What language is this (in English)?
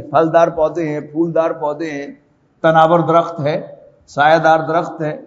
Urdu